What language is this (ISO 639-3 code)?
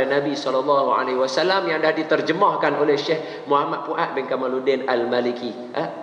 msa